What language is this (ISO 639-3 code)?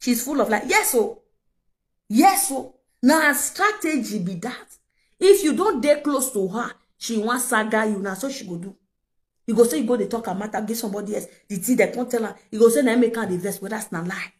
pcm